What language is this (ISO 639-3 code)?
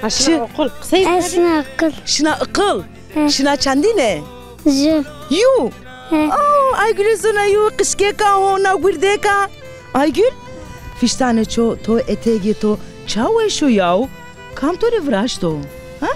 zza